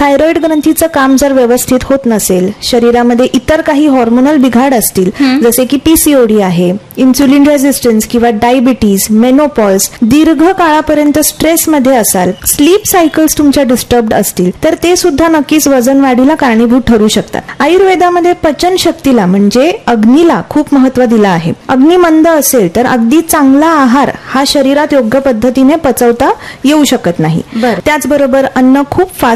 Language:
Marathi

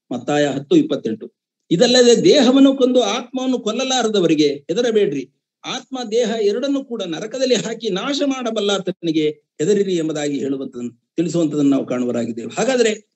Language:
Kannada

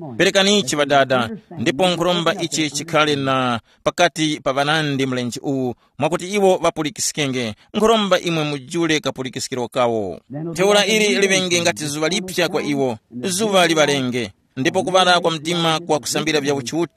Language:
Tumbuka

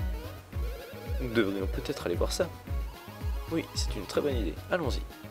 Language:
French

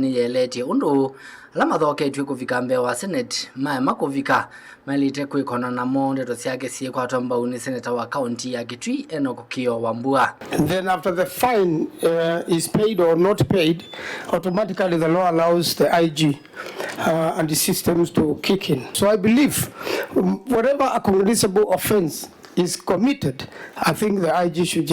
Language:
Kamba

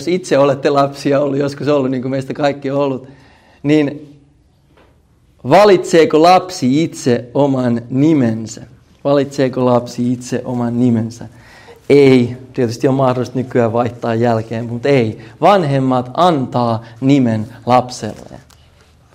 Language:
Finnish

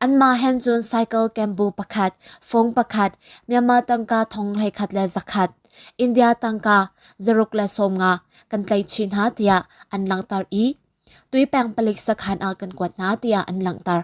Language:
Hakha Chin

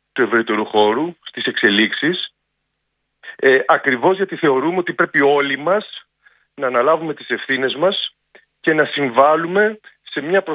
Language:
Greek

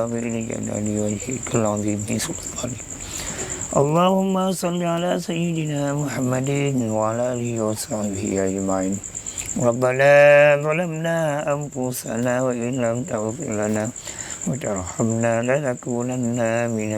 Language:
Achinese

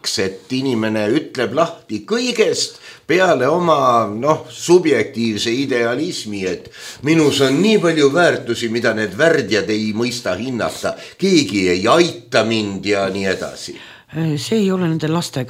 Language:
Estonian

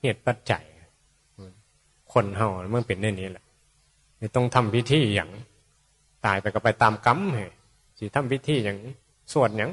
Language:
Northeastern Thai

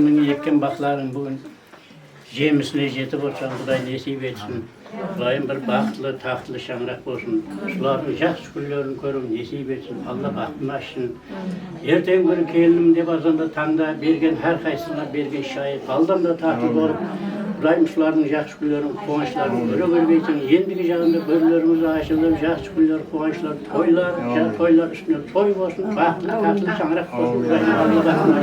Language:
Kara-Kalpak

